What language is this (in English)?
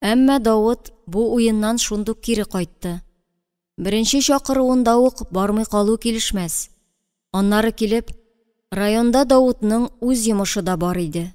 Tatar